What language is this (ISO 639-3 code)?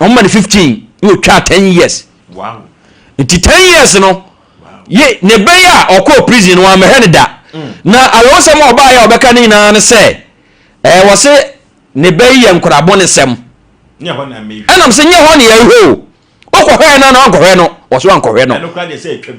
aka